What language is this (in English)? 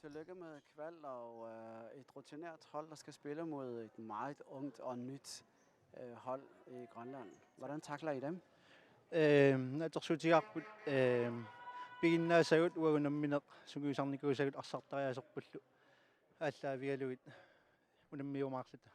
Kalaallisut